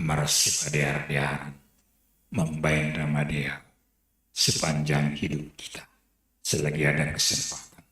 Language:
Batak Simalungun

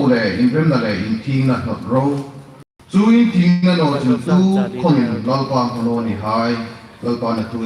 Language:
Hmar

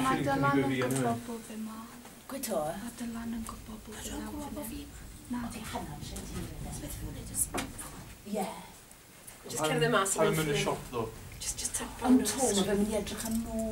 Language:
Welsh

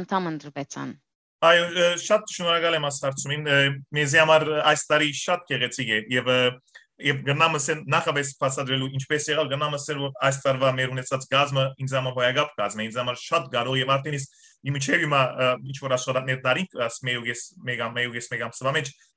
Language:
Western Armenian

